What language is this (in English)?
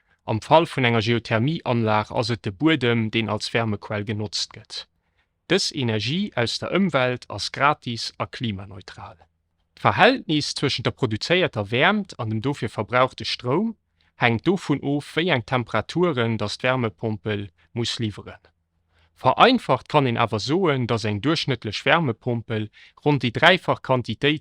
Luxembourgish